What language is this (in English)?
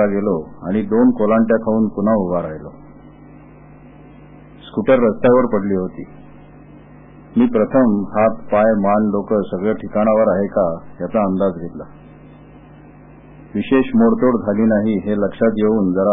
Marathi